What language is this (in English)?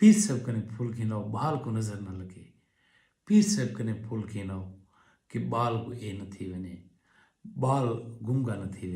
Saraiki